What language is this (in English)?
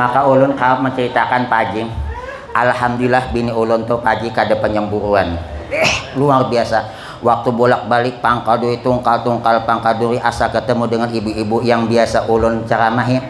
Banjar